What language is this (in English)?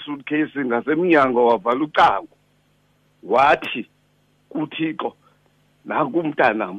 Xhosa